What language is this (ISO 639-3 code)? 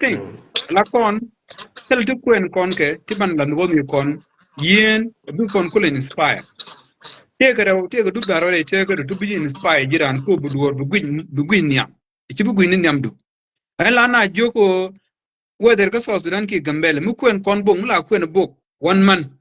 nus